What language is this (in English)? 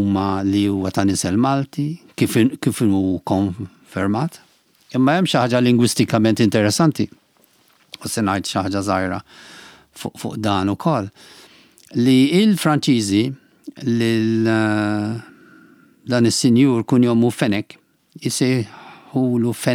Maltese